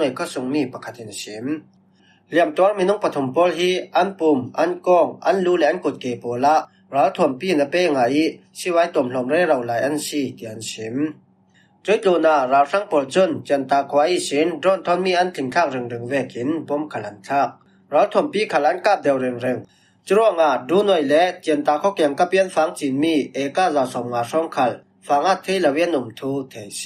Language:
Falam Chin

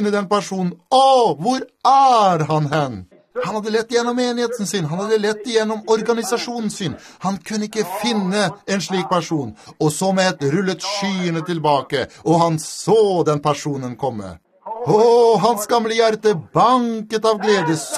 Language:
Norwegian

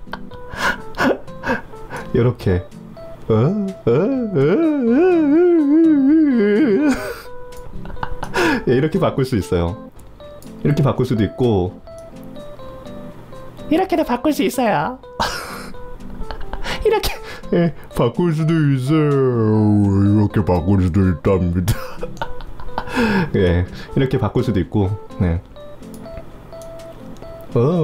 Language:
Korean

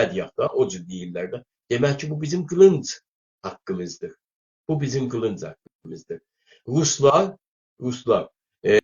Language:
South Azerbaijani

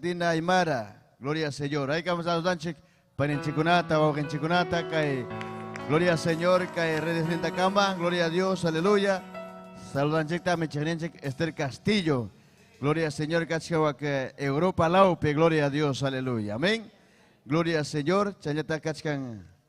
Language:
Ayacucho Quechua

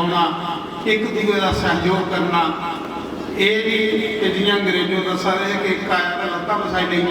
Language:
Dogri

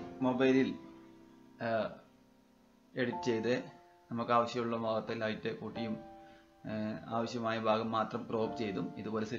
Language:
Malayalam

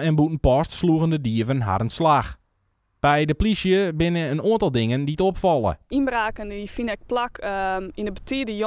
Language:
Western Frisian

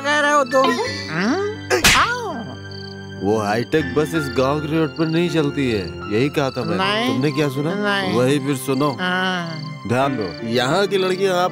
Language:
Hindi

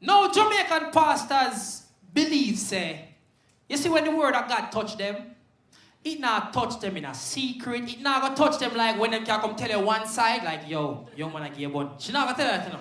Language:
Jamaican Creole English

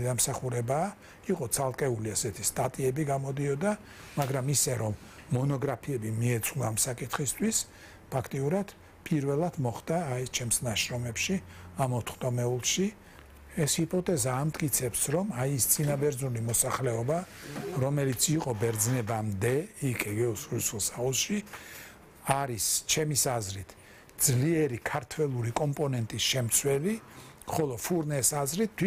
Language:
Georgian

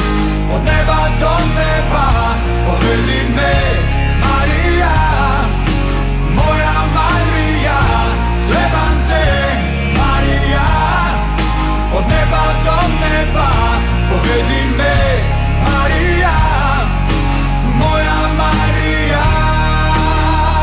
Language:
Croatian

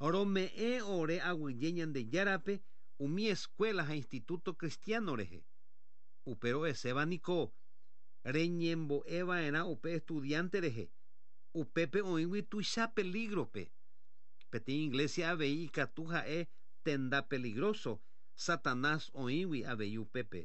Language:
Guarani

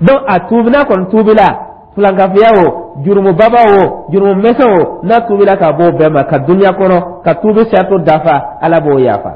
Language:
Dyula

